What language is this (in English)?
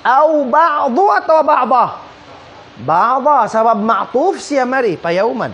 Tausug